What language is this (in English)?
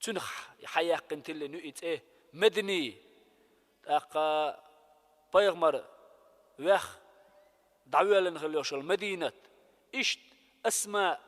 Chechen